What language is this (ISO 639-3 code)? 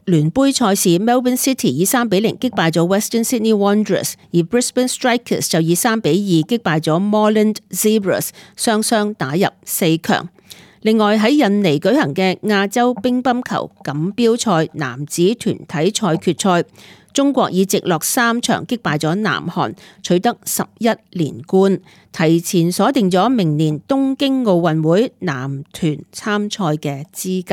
yue